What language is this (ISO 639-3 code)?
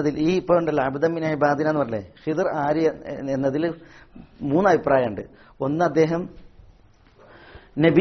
mal